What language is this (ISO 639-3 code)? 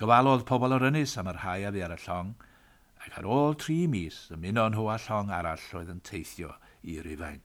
cym